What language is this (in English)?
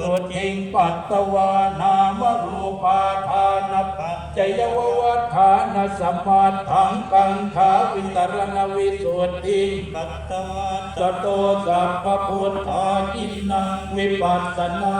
Pali